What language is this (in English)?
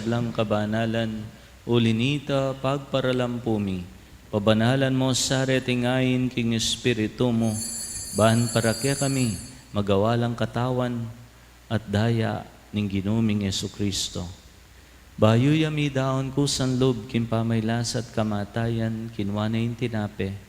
Pampanga